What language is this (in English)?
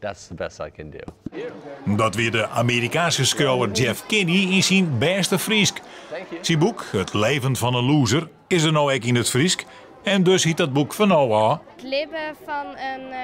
Western Frisian